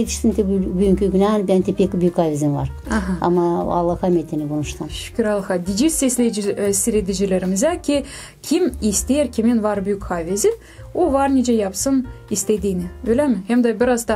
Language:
Gagauz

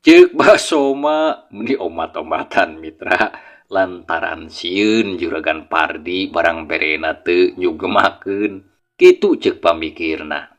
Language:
Sundanese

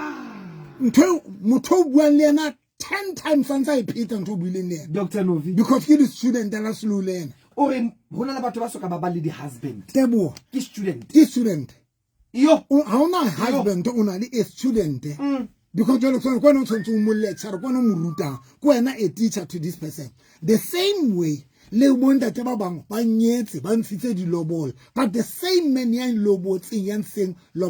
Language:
Southern Sotho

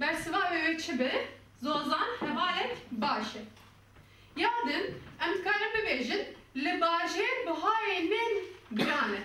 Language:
Kurdish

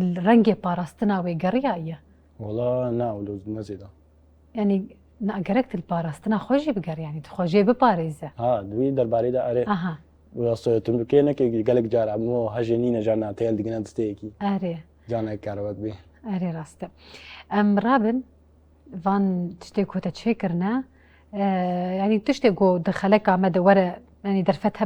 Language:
Kurdish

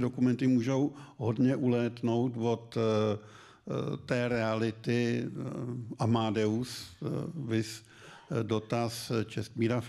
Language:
Czech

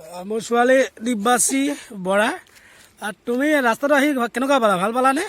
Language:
Assamese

